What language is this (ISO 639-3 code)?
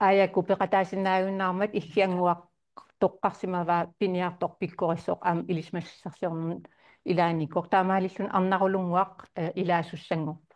kal